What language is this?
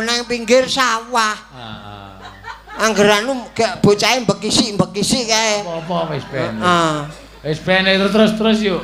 Javanese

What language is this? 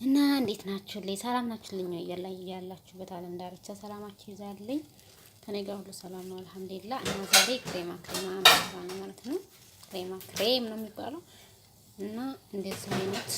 Amharic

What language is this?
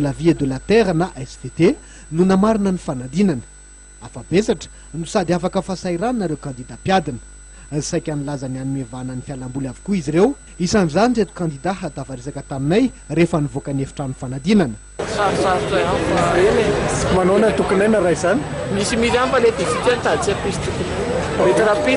Malagasy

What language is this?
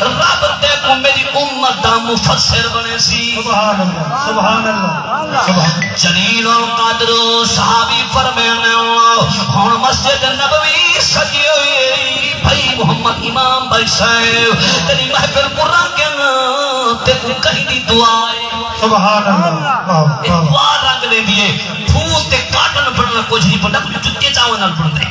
Saraiki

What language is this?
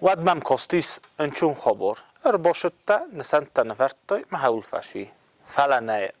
Ossetic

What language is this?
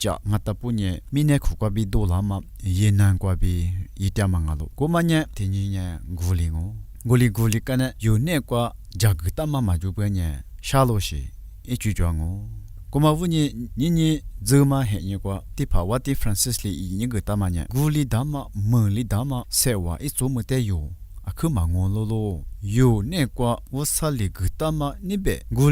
Lisu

